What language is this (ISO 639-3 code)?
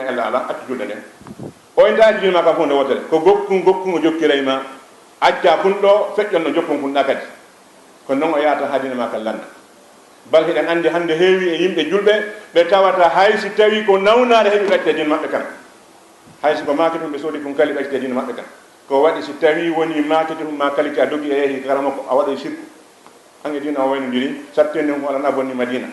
ful